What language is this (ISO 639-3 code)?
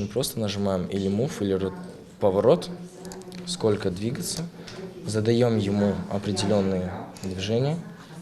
crh